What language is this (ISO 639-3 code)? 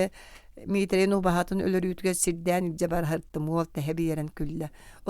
sah